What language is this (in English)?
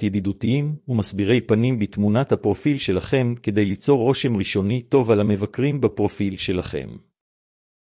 Hebrew